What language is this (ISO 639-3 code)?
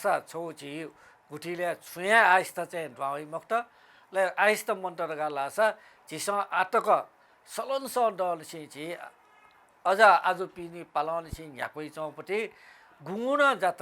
new